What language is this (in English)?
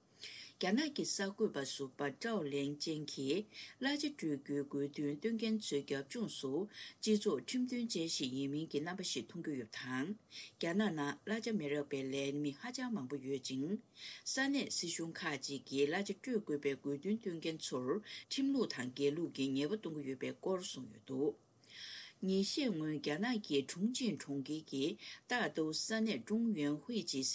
Tibetan